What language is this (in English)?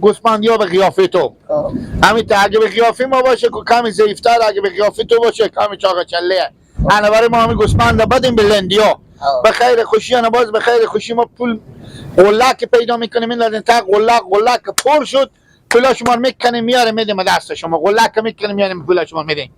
Hazaragi